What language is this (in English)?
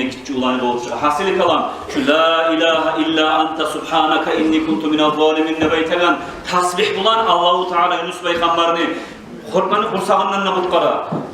Kumyk